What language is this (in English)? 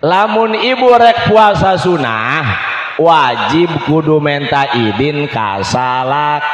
Sundanese